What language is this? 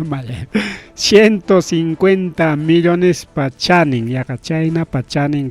Ayacucho Quechua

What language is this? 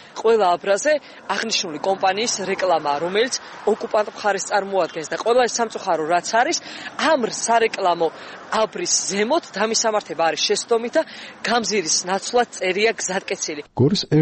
Georgian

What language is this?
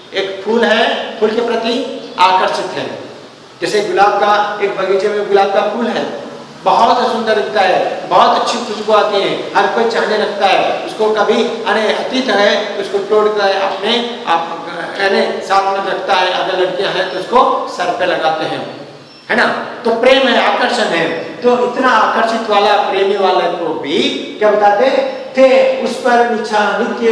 Hindi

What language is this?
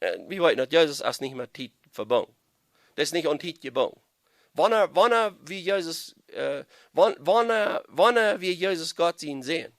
Plautdietsch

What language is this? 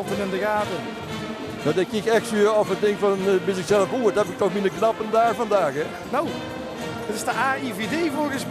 Limburgish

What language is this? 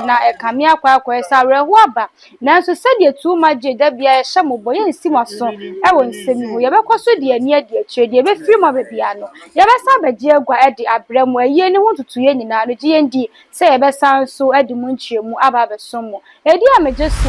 Akan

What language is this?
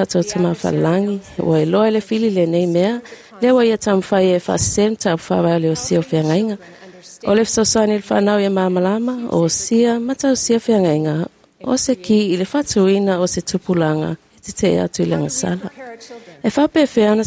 Samoan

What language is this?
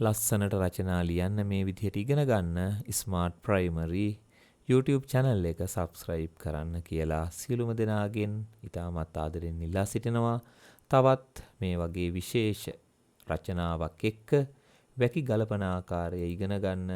Sinhala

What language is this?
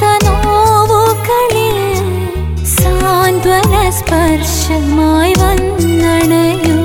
Malayalam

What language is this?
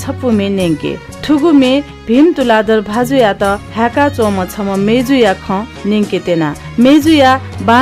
Newari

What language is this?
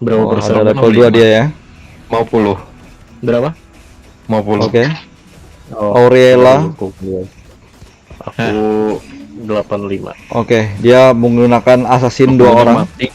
Banjar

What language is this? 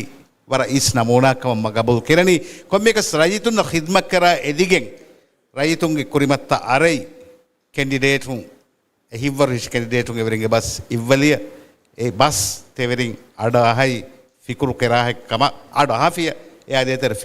Divehi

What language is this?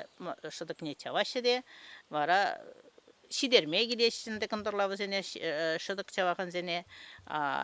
Chuvash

